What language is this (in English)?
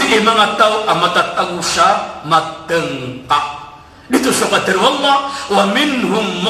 Maranao